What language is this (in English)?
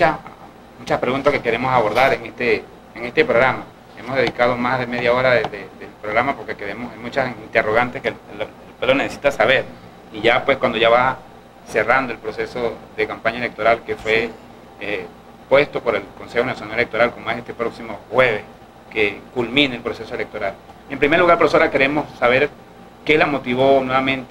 Spanish